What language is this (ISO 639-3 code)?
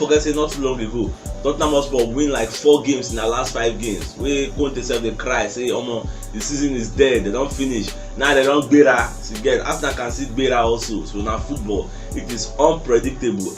pcm